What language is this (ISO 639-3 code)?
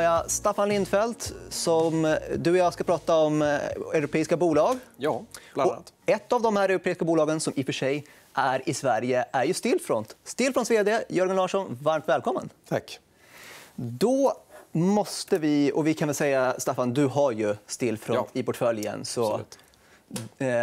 swe